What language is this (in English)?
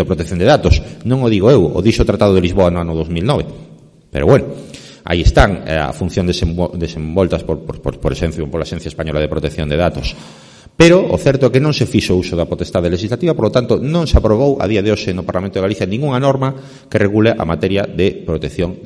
Galician